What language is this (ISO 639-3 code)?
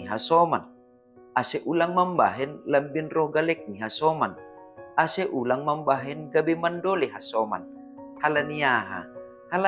bts